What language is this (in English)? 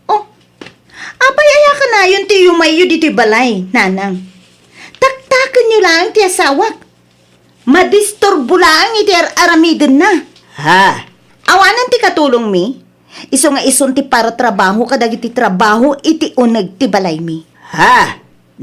Iloko